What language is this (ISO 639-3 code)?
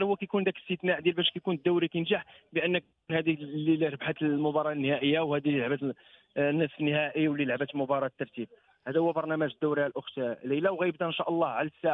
ary